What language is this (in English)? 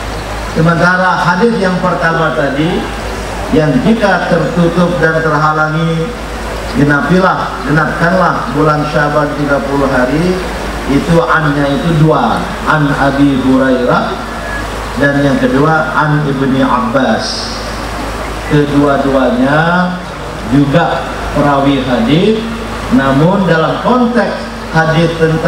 Indonesian